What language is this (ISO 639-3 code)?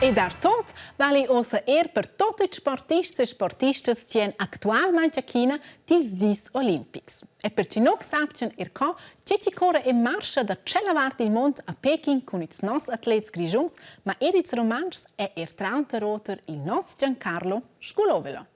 roh